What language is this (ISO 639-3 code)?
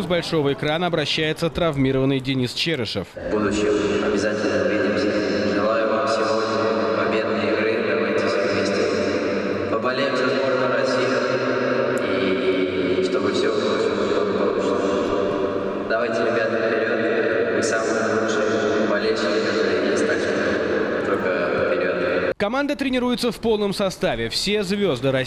rus